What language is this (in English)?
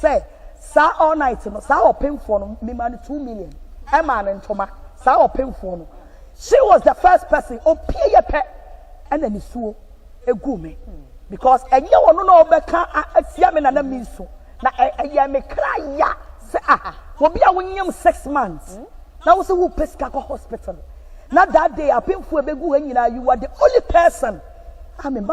Akan